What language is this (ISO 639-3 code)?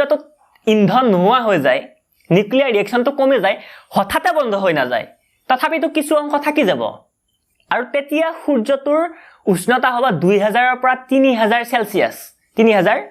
asm